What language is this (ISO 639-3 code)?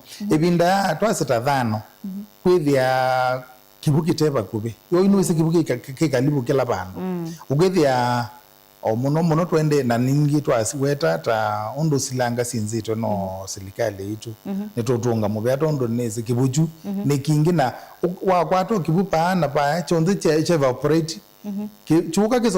kam